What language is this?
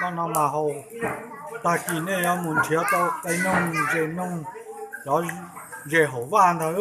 Hmong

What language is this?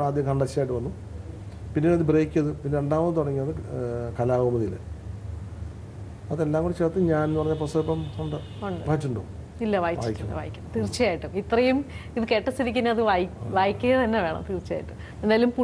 Malayalam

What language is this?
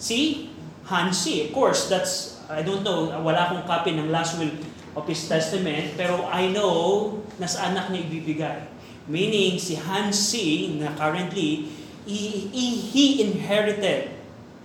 Filipino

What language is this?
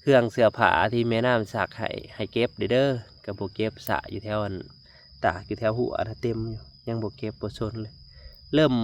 Lao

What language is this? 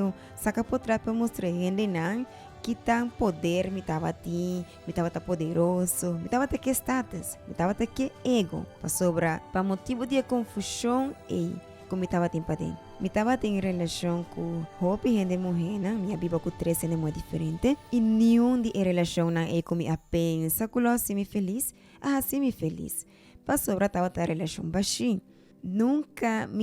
Papiamento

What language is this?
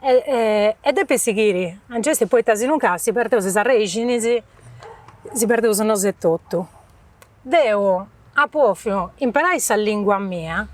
Sardinian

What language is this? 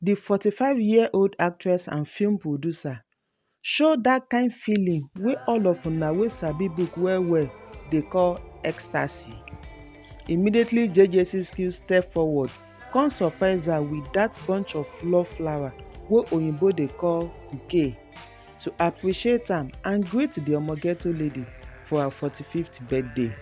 Nigerian Pidgin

